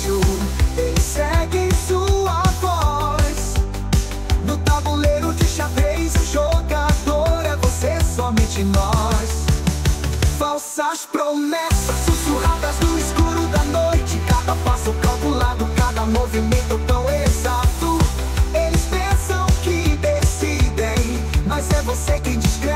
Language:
Portuguese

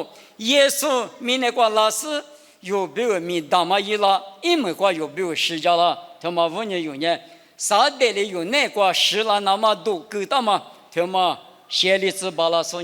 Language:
Lisu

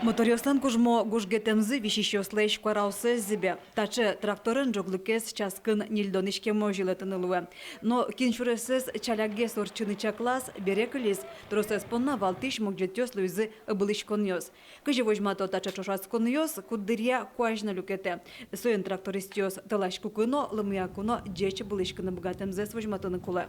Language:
Udmurt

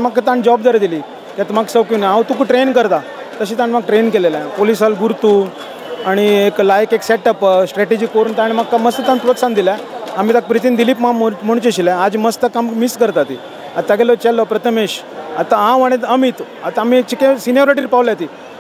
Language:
Konkani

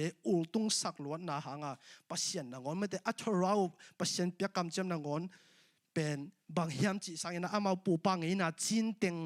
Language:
Tedim Chin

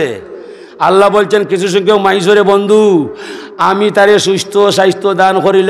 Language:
Sylheti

